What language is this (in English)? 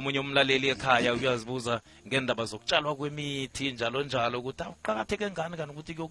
South Ndebele